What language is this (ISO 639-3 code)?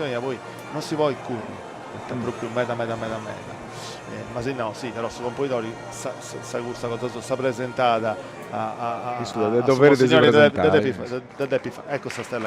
srd